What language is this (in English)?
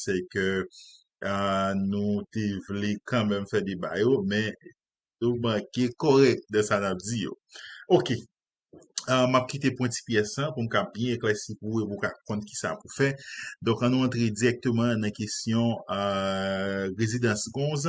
Haitian Creole